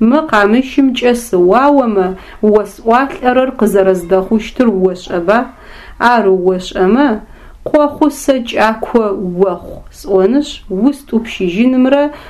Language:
Adyghe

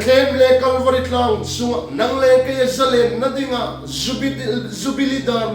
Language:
Hmar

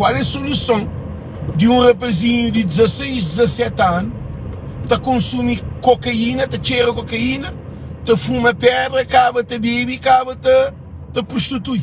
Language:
Kabuverdianu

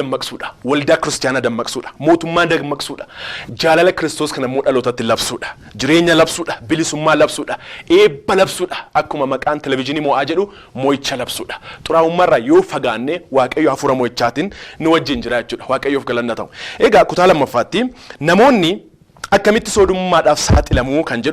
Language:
Oromo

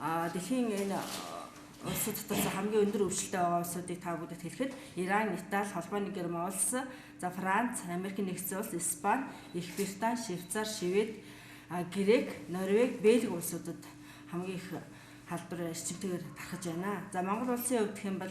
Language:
Mongolian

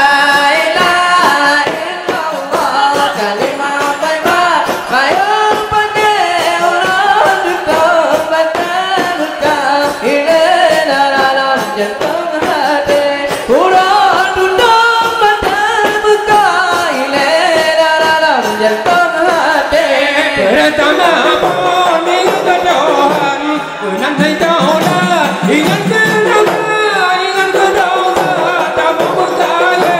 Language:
Achinese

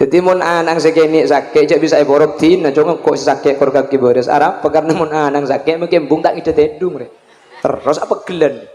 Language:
Madurese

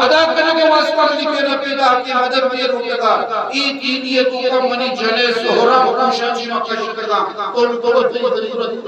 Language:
Eastern Balochi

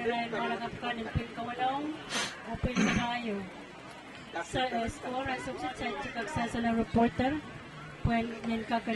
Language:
Pohnpeian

